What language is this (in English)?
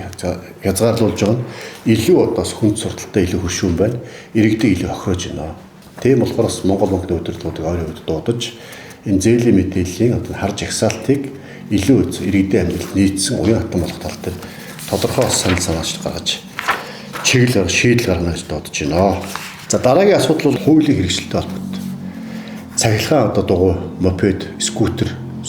Mongolian